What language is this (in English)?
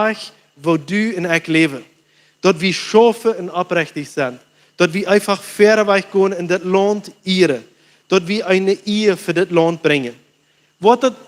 Plautdietsch